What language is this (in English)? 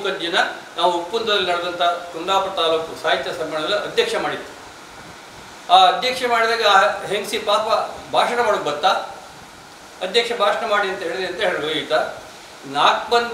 Kannada